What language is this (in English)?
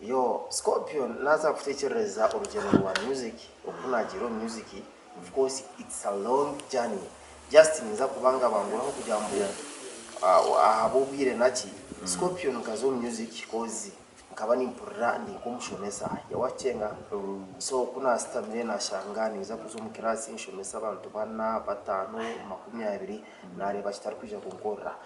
Nyankole